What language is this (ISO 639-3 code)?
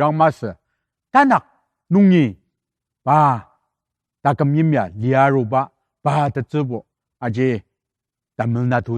njo